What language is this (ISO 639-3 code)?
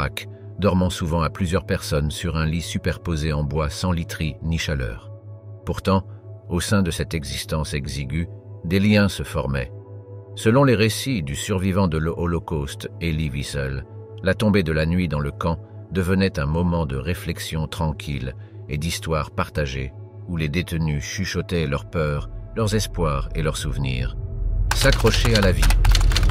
fra